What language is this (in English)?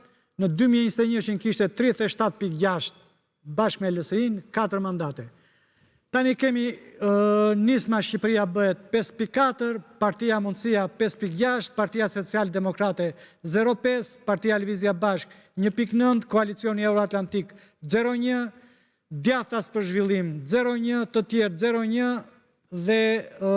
Albanian